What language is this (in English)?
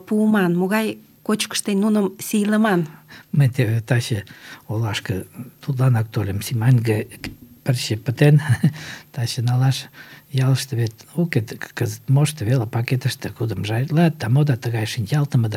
Mari